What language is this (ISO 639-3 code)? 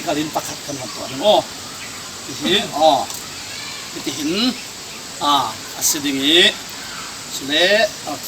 cfm